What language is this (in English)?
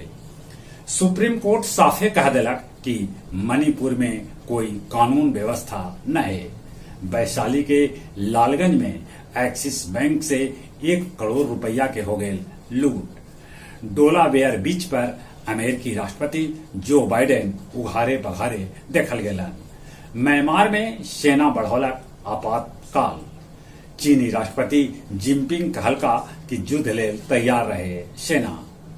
Magahi